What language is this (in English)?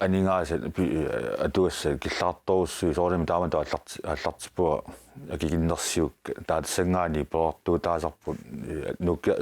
Kalaallisut